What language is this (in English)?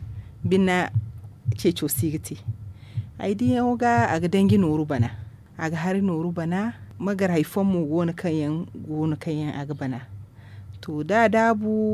Zarma